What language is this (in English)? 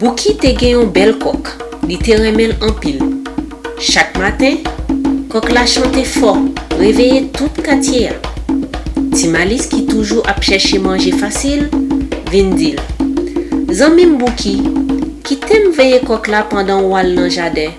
Haitian Creole